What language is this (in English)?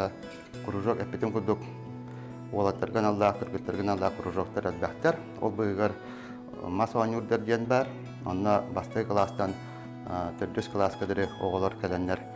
Yakut